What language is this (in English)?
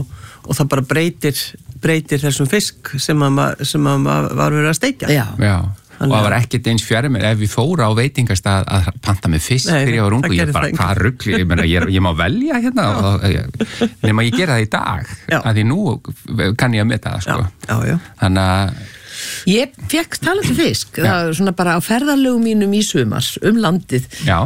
Icelandic